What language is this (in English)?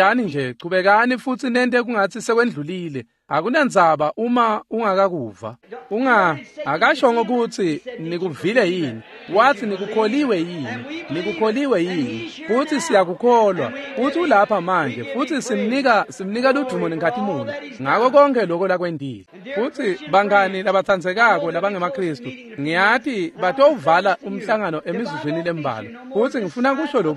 Swati